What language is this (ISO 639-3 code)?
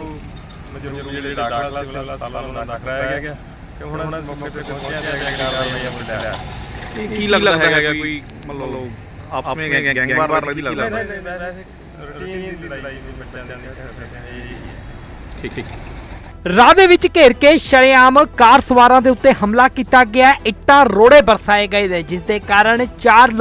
pan